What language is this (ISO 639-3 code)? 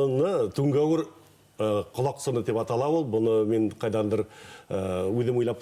bak